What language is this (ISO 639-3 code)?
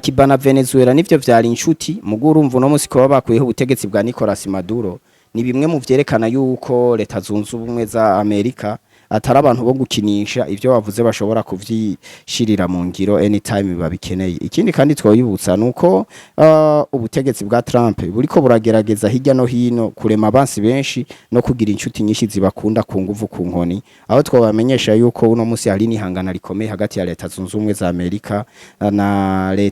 run